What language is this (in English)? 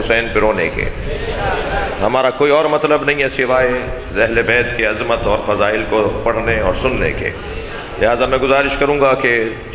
Urdu